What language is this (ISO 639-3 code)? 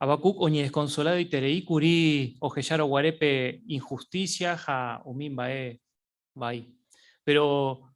grn